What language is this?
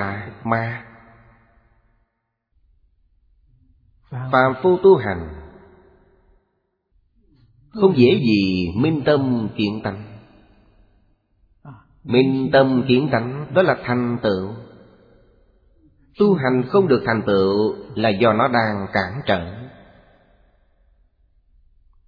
Vietnamese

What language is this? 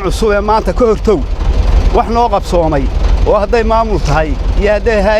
Somali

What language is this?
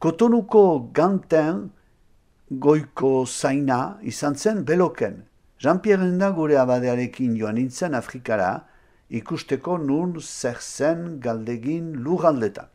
Basque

